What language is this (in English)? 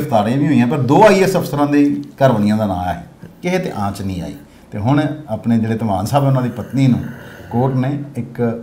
Punjabi